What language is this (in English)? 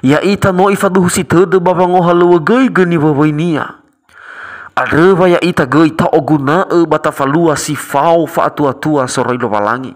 Nias